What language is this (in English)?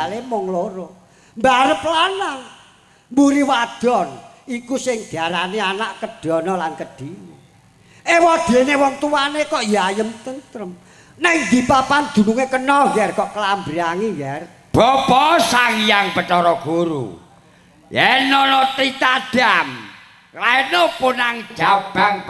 Javanese